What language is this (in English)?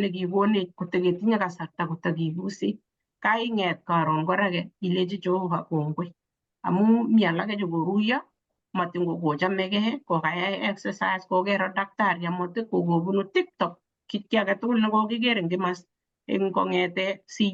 Kalenjin